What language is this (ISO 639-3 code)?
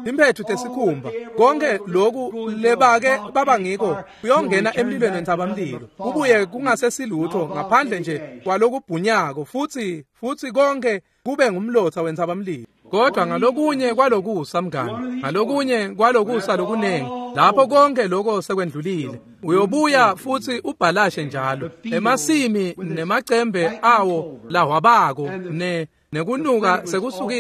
ssw